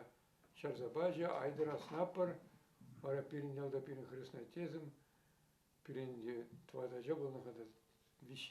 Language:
Chuvash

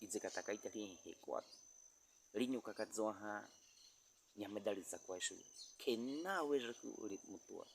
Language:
Baniwa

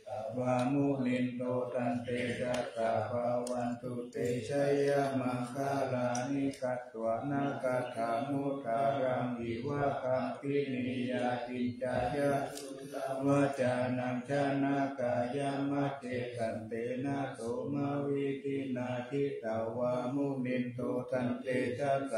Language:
Pali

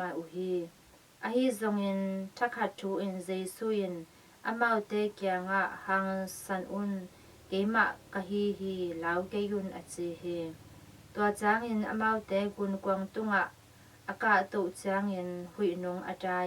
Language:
Tedim Chin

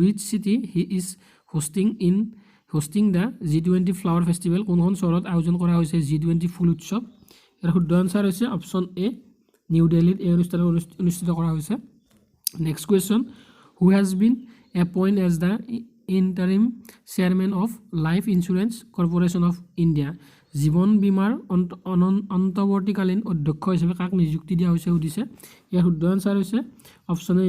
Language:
Assamese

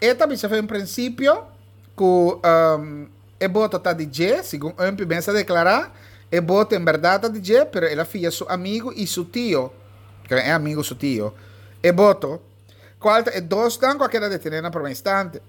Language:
Papiamento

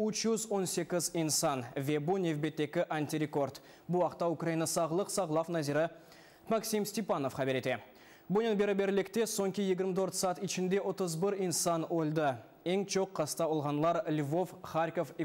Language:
Crimean Tatar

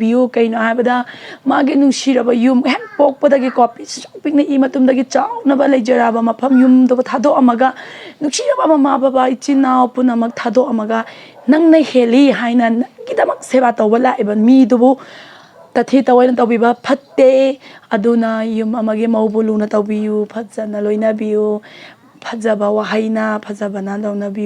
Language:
Manipuri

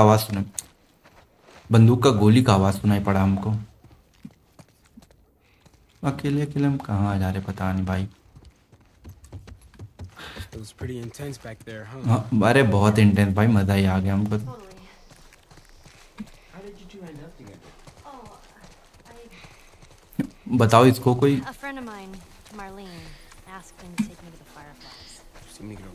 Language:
Hindi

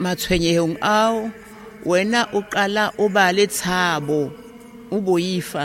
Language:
Southern Sotho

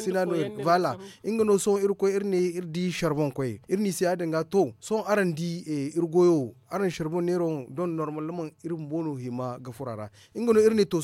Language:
Zarma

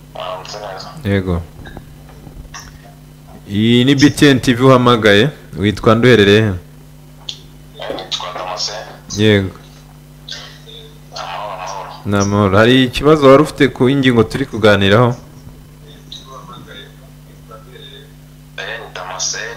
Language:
Kinyarwanda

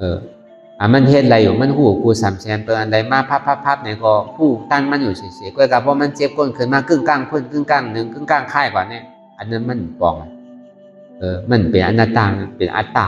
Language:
Shan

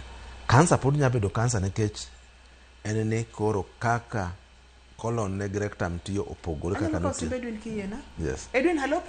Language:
Luo (Kenya and Tanzania)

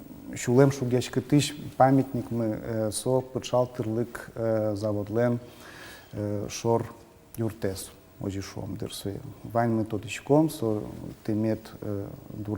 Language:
Udmurt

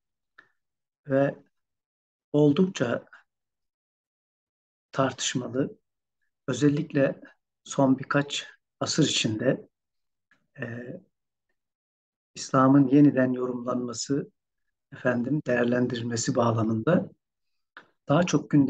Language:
Turkish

